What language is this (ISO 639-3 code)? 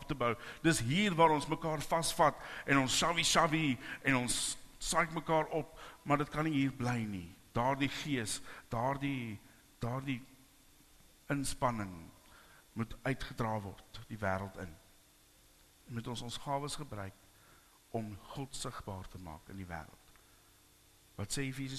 afr